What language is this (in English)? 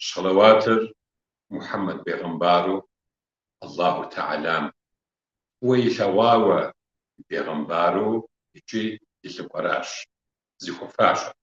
Kabardian